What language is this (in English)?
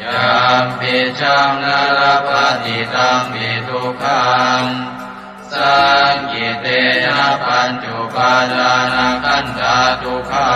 Pali